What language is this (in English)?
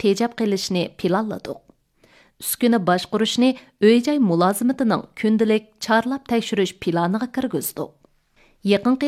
Uyghur